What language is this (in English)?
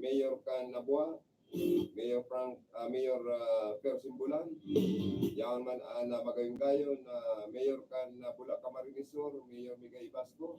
Bikol